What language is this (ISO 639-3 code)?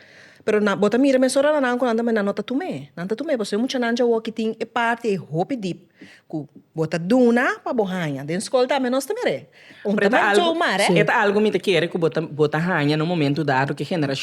pap